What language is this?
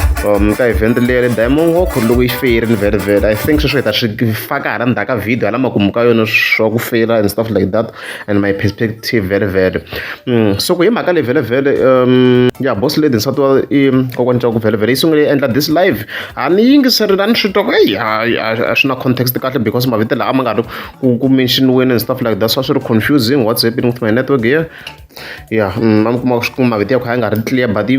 Tsonga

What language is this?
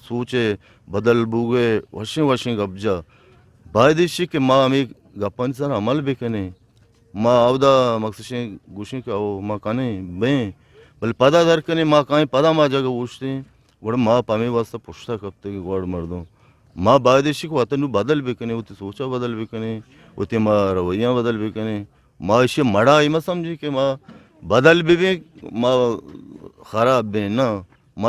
Eastern Balochi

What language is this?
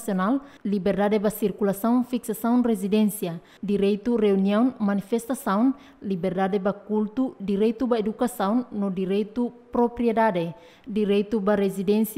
Tetum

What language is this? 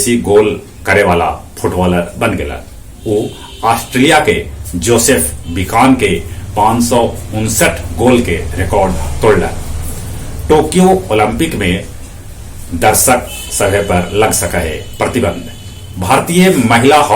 Magahi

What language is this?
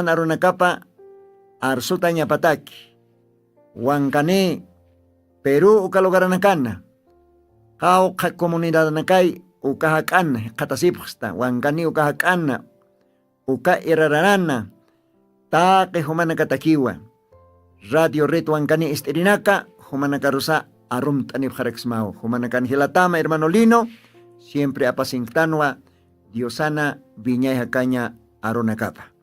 Aymara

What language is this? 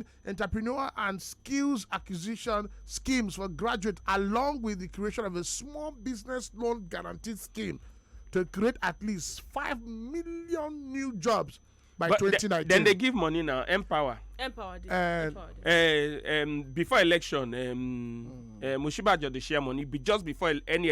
Nigerian Pidgin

